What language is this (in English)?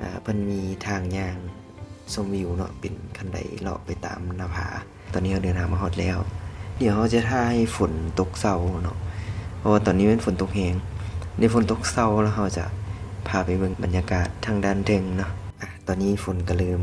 Lao